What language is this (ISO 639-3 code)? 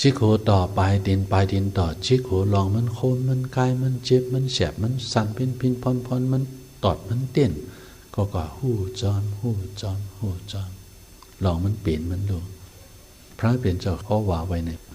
shn